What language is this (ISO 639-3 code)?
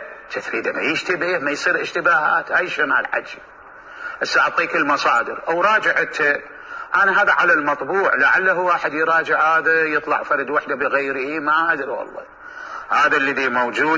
acm